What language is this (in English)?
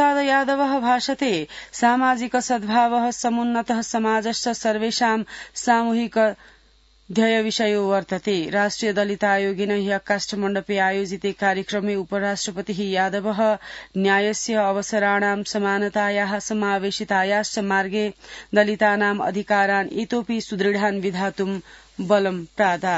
Sanskrit